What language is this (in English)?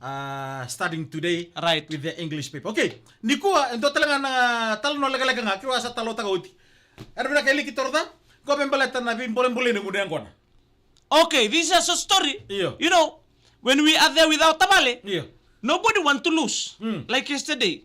Fijian